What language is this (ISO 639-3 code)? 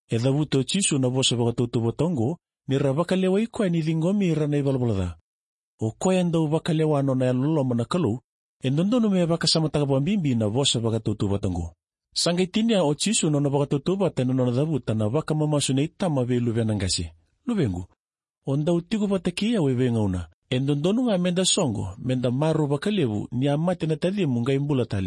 fij